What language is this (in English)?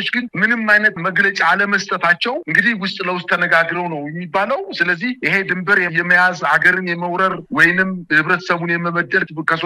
Amharic